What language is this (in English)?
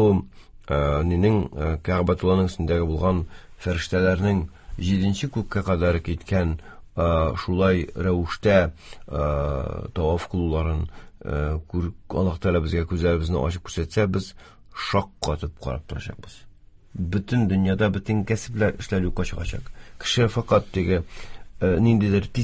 Tatar